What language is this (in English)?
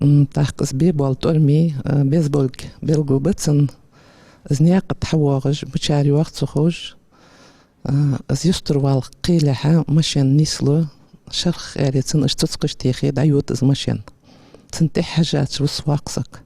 Ingush